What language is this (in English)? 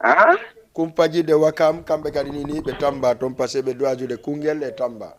Fula